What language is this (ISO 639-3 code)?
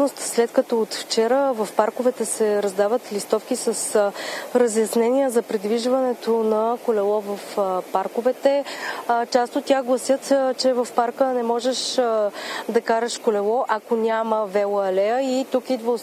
bul